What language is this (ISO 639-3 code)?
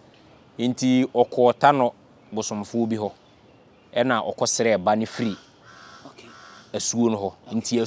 aka